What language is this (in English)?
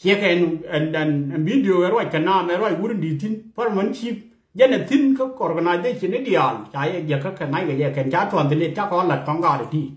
Nuer